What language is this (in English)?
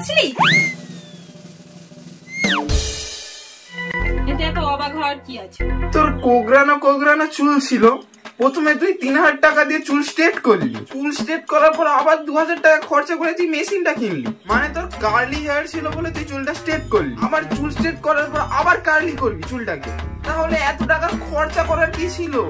Bangla